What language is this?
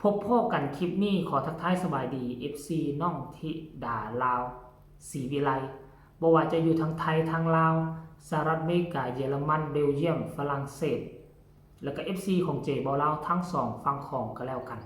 Northeastern Thai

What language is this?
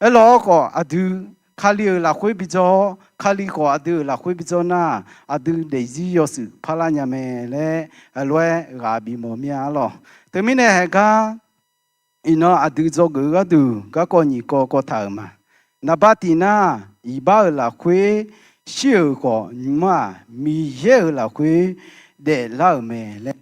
Akha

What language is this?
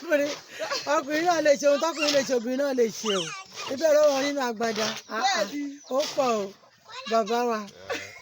Yoruba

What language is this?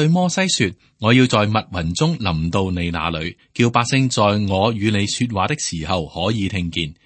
Cantonese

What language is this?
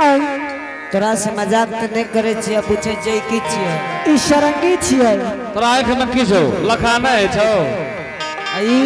Angika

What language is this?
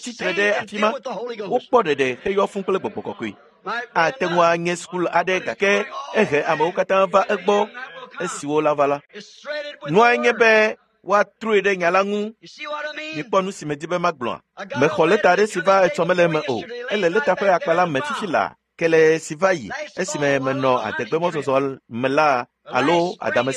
Ewe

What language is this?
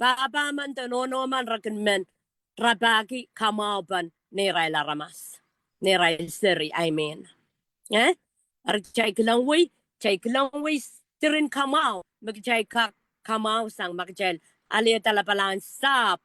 Pohnpeian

